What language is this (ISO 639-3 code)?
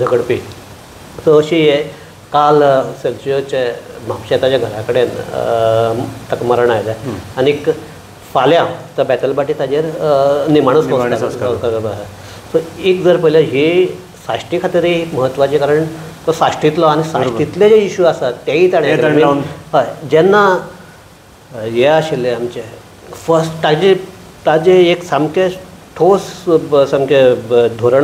kok